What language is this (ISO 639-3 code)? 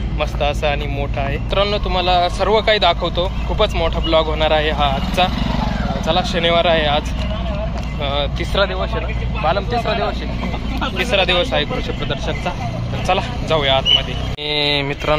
mar